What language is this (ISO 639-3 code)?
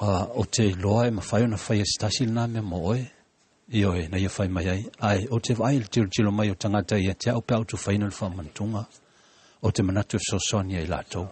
smo